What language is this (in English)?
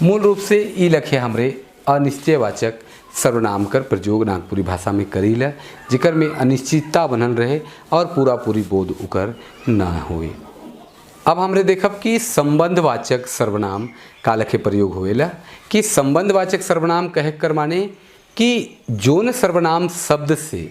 Sadri